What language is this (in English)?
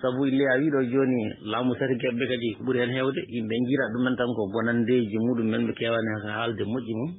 Fula